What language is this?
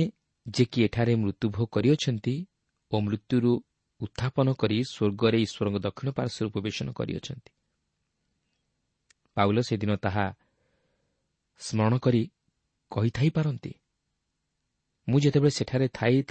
Odia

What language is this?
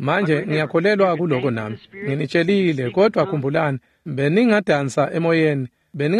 Swati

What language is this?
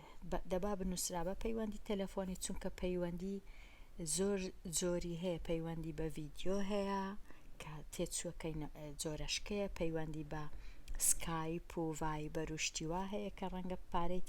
Central Kurdish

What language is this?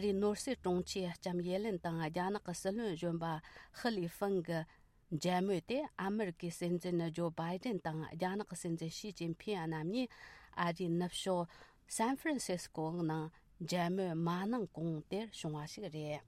Tibetan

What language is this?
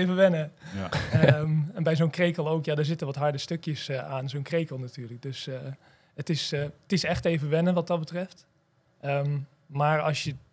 Dutch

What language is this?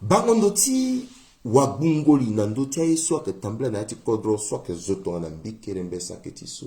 Sango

